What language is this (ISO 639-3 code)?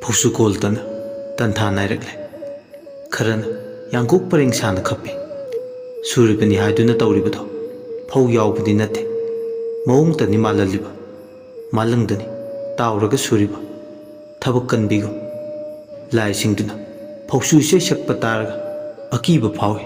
mni